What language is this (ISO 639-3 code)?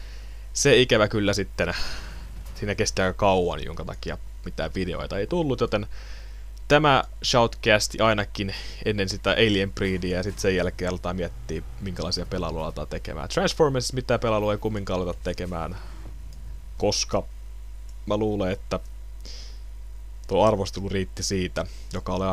fin